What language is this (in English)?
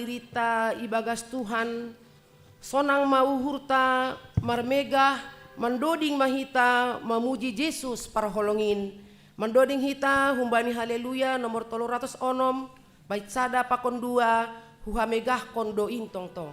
Batak Simalungun